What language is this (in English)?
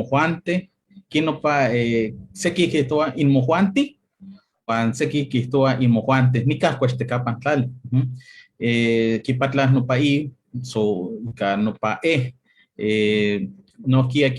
Eastern Huasteca Nahuatl